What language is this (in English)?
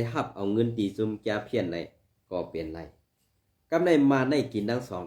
Shan